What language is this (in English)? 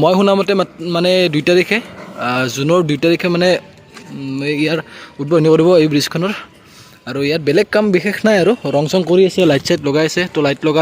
Assamese